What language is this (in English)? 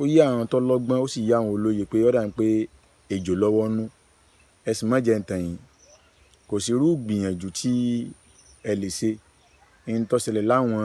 Yoruba